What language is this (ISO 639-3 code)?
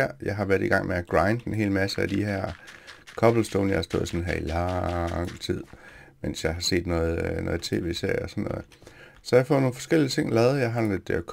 dan